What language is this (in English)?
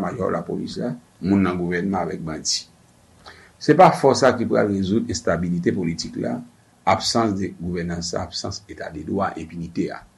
Haitian Creole